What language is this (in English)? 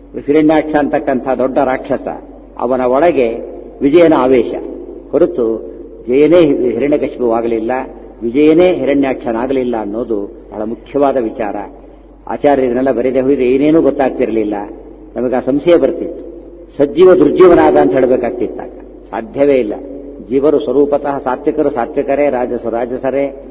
Kannada